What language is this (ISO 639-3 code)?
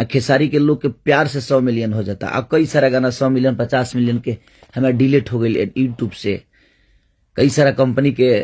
bho